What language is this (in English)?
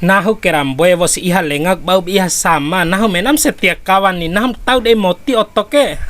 Bima